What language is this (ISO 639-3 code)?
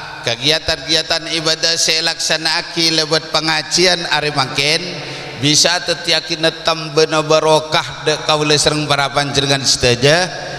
mad